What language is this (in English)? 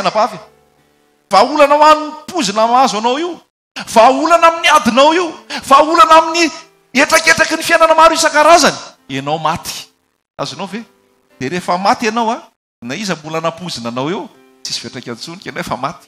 Malagasy